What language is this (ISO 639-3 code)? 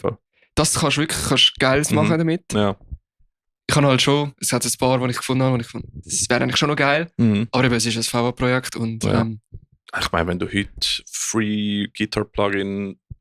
gsw